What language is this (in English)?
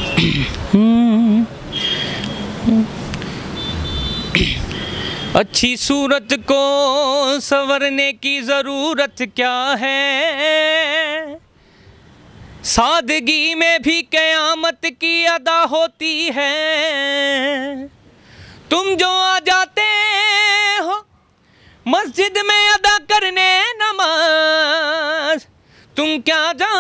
Hindi